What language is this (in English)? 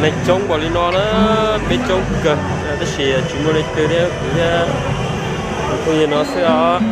Hmong